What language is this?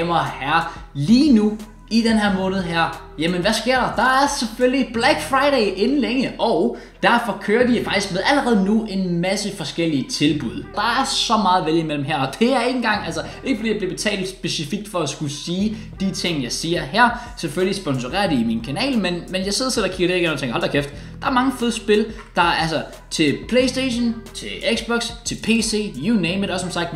Danish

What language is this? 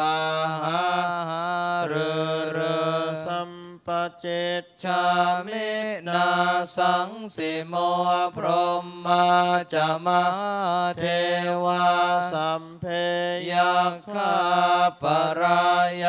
Pali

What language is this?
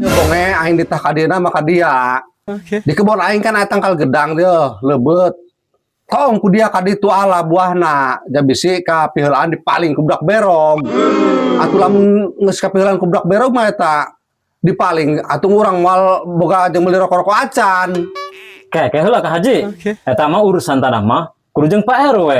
Sundanese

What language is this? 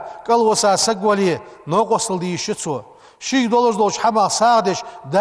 Ingush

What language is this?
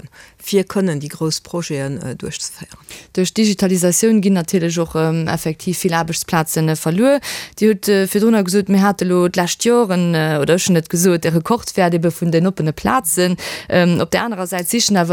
Luxembourgish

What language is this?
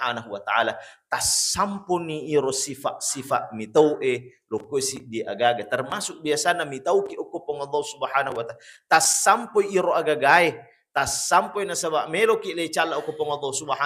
Buginese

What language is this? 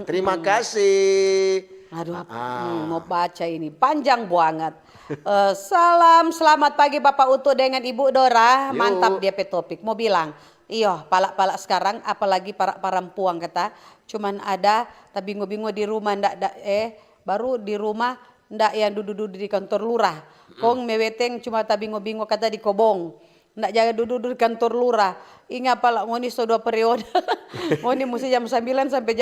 Manado Malay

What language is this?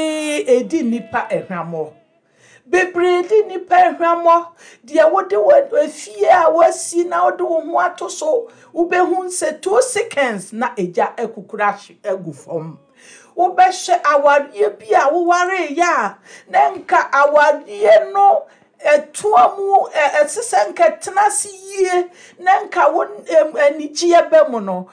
Akan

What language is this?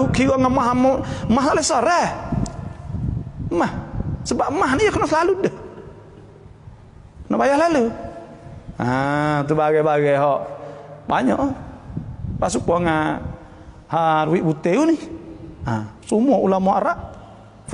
Malay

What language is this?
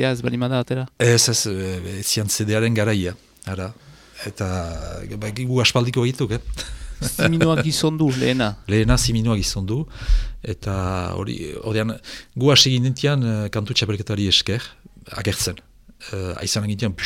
Basque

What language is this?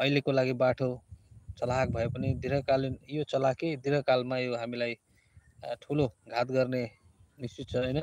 Nepali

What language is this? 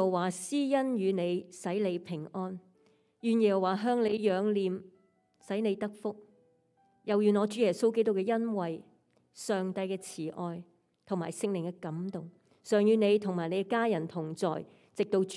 Cantonese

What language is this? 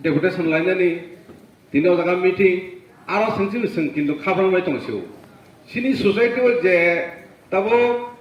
Kok Borok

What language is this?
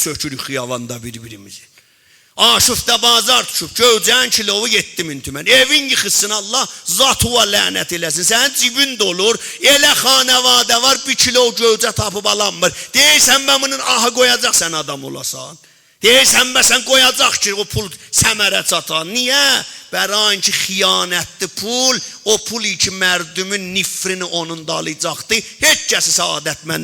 South Azerbaijani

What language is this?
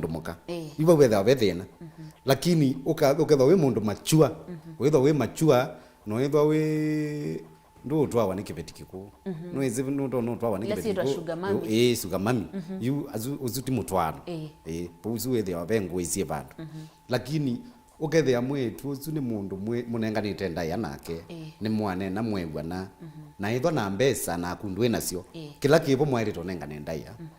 Kamba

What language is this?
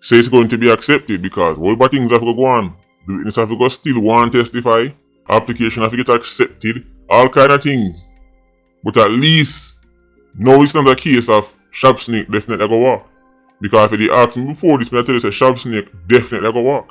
Jamaican Creole English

